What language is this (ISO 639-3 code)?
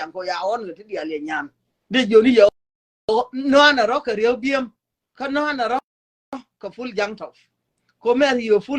nus